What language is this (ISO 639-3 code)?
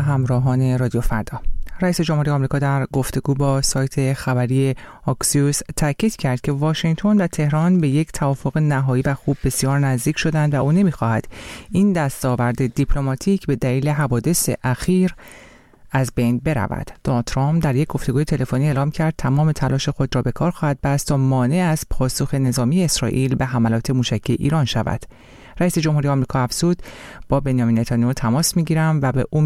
fas